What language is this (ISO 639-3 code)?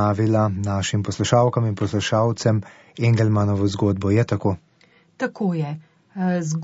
slv